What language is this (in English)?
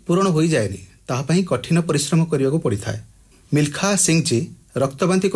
Odia